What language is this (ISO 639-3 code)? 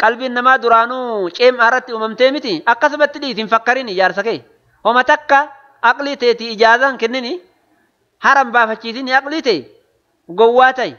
orm